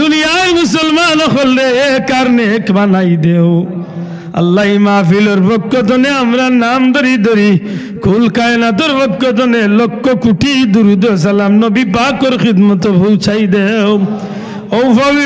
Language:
Sylheti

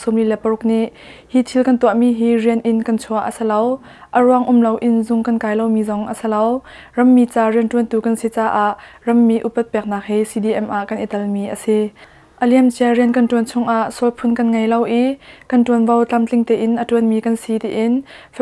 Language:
Hakha Chin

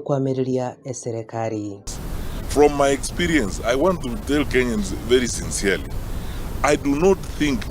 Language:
Gusii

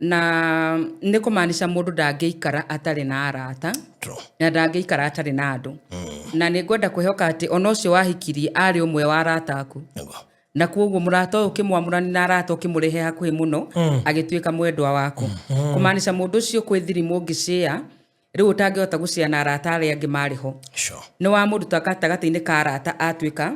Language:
Kikuyu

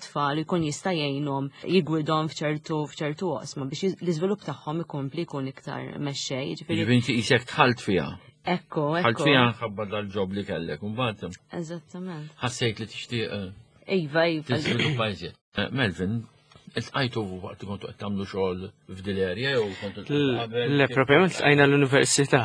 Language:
Maltese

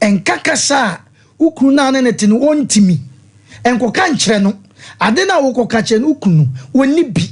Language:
Akan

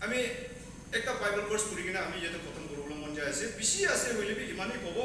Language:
Naga Pidgin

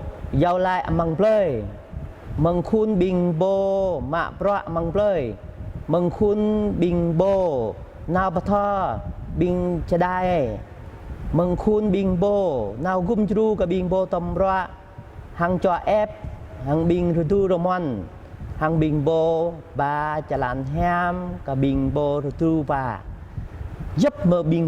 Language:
Jarai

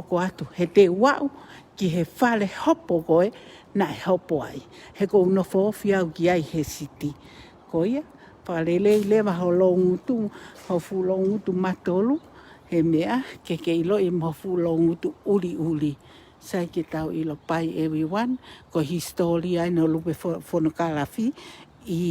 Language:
Tongan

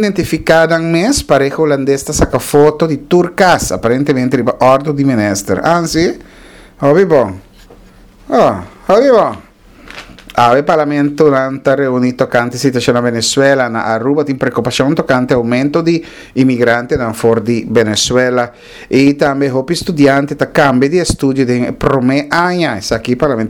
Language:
Papiamento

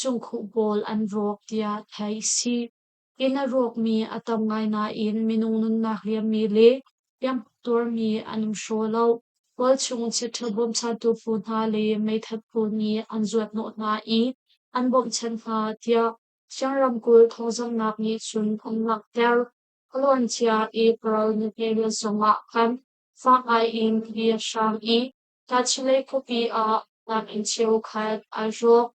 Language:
Hakha Chin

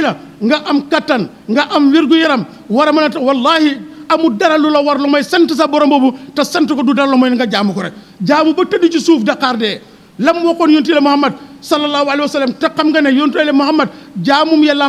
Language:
Wolof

